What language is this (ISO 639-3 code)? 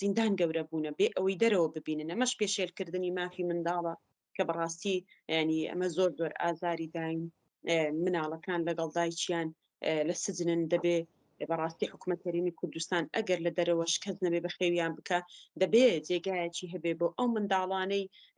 ckb